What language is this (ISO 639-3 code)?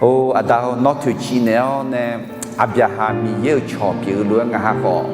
ahk